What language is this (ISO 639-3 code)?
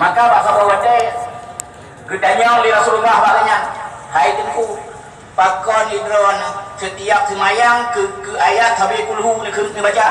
ace